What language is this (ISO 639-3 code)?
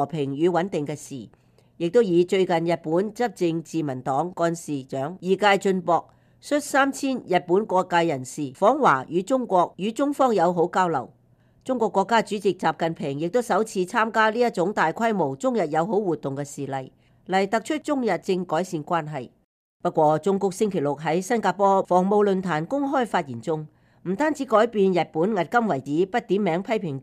yue